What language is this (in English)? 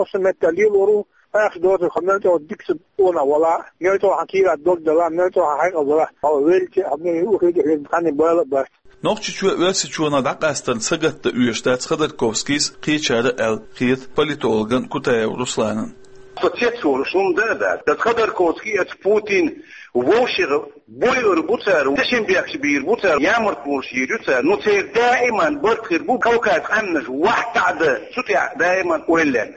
Chechen